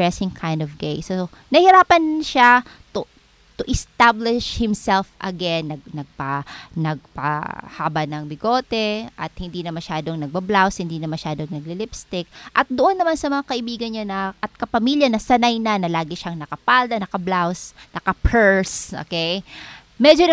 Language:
Filipino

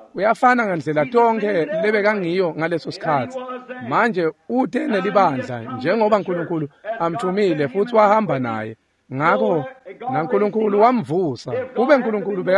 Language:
Swati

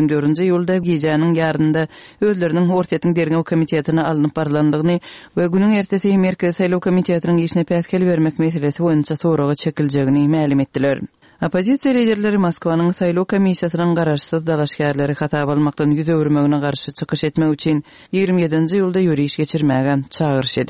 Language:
Turkmen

